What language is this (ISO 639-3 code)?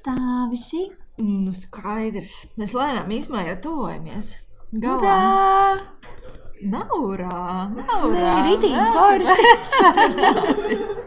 lav